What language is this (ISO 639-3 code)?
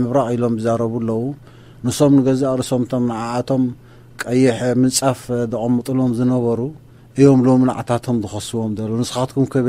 tir